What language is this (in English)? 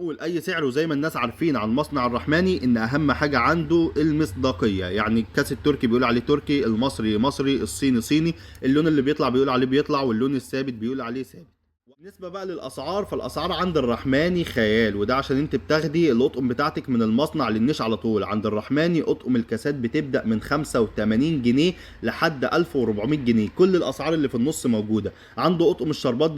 Egyptian Arabic